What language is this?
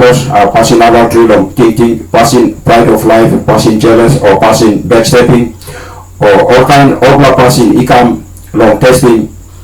Tok Pisin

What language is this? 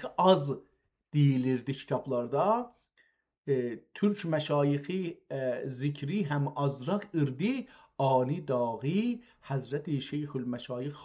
South Azerbaijani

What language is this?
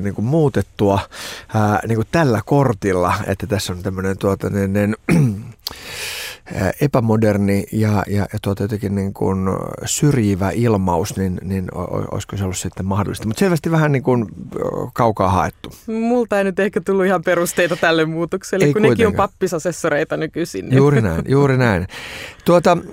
Finnish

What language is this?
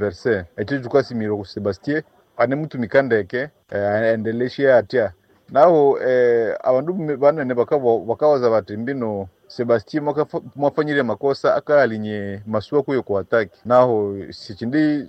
Nande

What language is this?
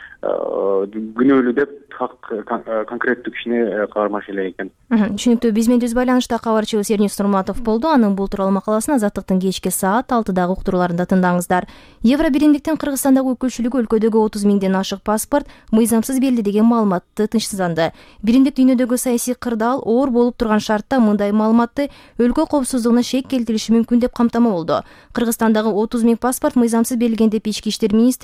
Kyrgyz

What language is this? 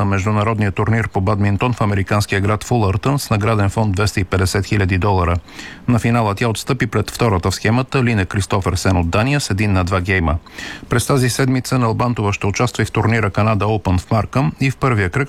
Bulgarian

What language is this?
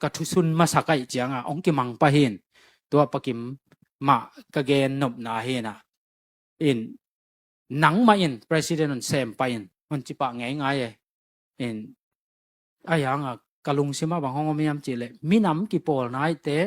Tedim Chin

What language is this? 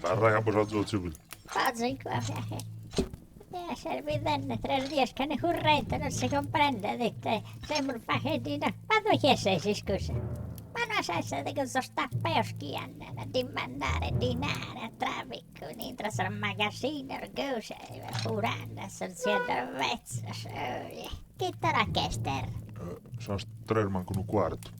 Sardinian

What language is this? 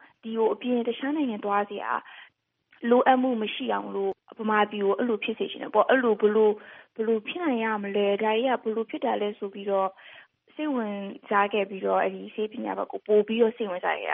Burmese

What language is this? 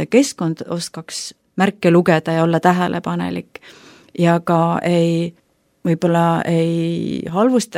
Estonian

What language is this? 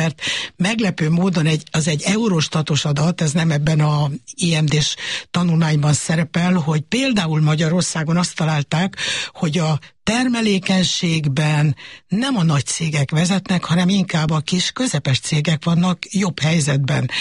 Hungarian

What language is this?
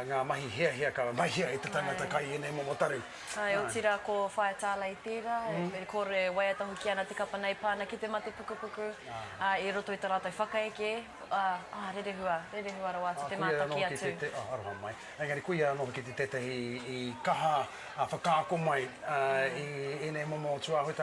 Māori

